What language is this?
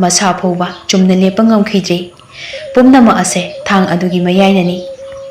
Manipuri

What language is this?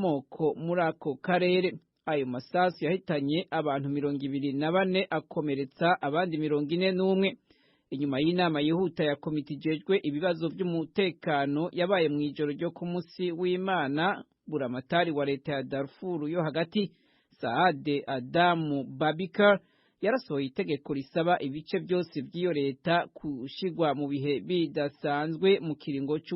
Rundi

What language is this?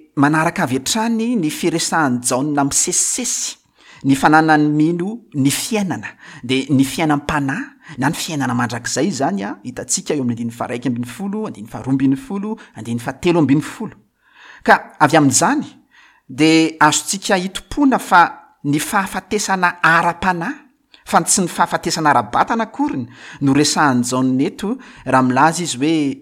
Malagasy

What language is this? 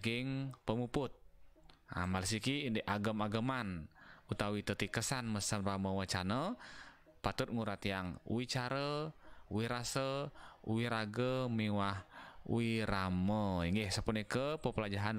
Balinese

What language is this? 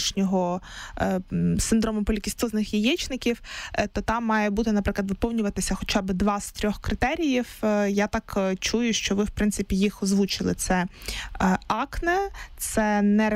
Ukrainian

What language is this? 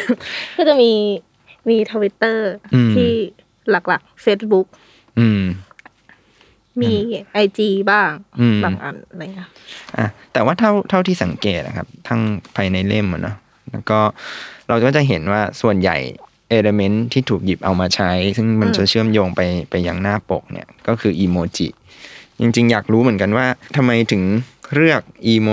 Thai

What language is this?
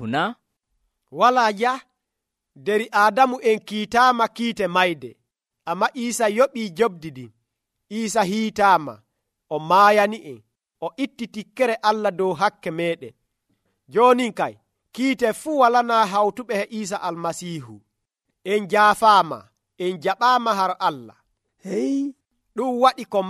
Nigerian Fulfulde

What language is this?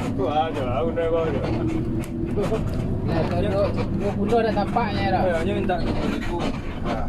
Minangkabau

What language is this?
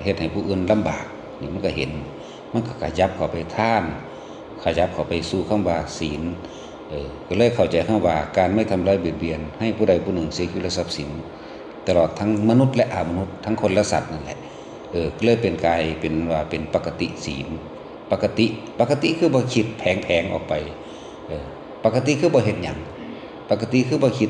Northeastern Thai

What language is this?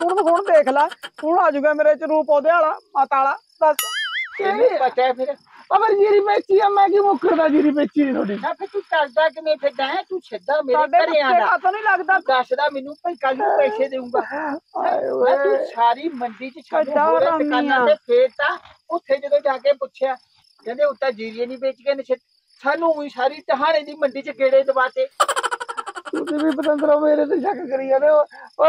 Punjabi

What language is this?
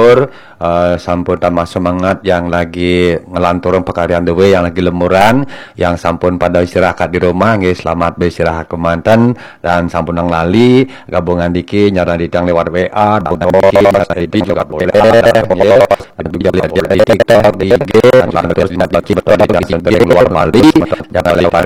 Balinese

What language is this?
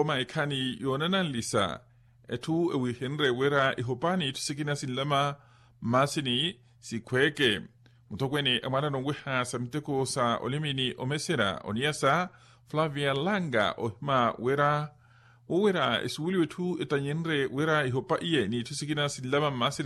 Makhuwa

